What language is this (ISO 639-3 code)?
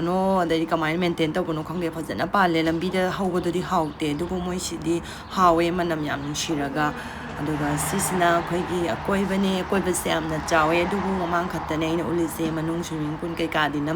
mni